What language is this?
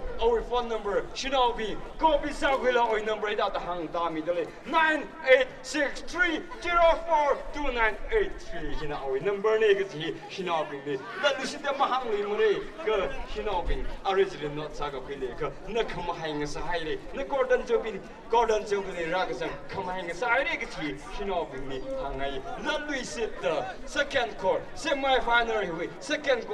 Tangkhul Naga (India)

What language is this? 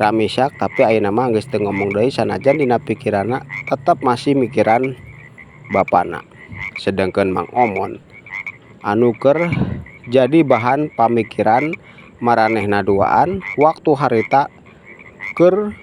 Sundanese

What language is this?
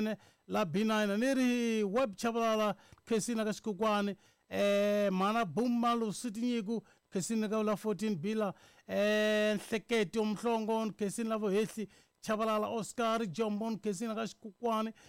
Tsonga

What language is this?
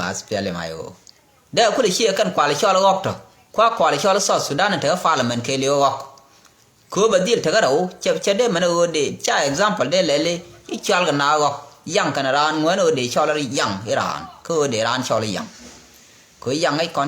Nuer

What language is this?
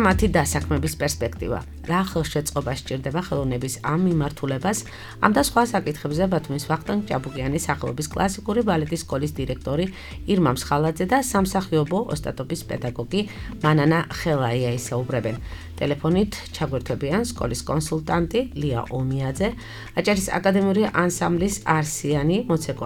Georgian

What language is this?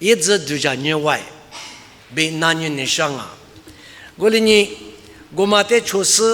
Lisu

